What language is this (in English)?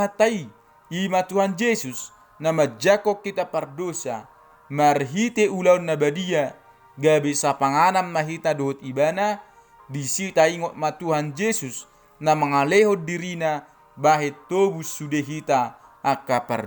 Batak Toba